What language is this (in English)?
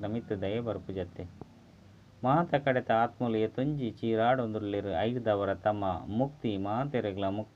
Tulu